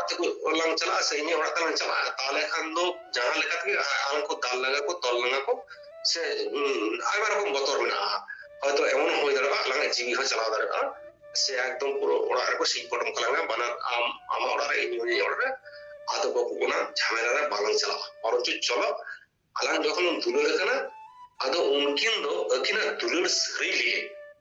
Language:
Santali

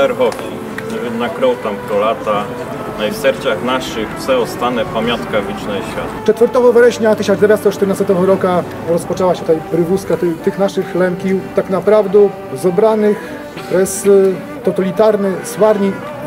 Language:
Rusyn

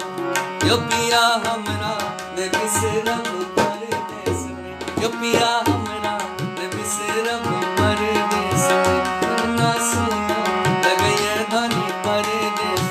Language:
Maithili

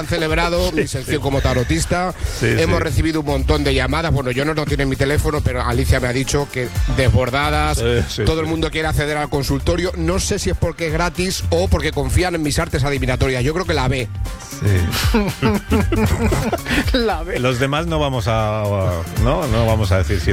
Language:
Spanish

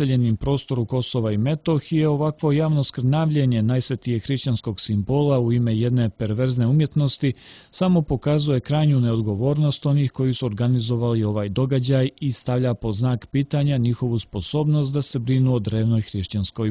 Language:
Serbian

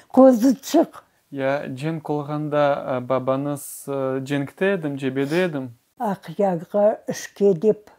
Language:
Crimean Tatar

